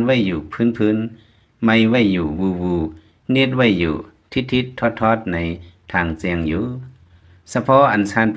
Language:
Lao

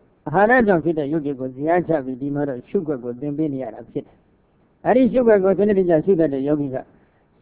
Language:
Burmese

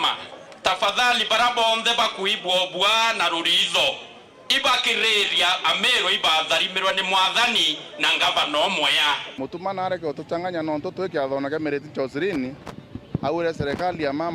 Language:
Meru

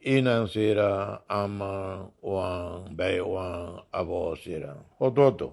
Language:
Tetum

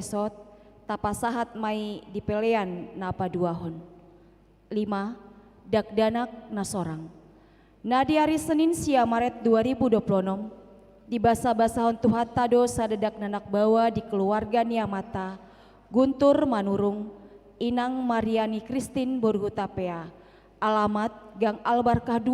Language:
Batak Toba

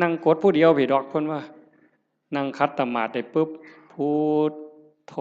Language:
Northeastern Thai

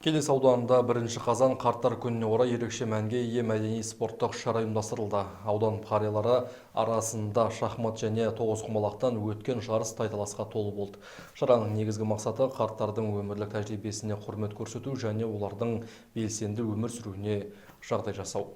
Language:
Kazakh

